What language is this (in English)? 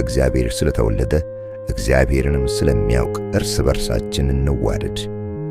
Amharic